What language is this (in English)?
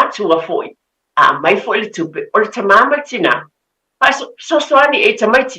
Samoan